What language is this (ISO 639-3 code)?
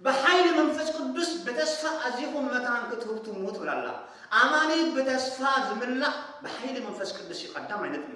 tir